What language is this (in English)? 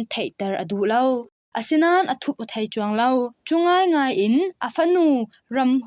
Falam Chin